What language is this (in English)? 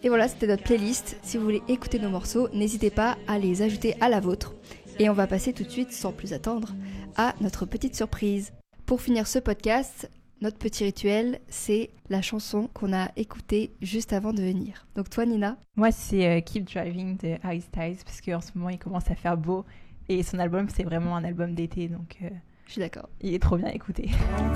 French